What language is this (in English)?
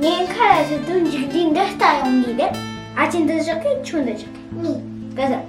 Tibetan